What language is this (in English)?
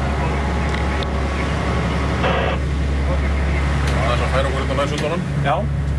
Icelandic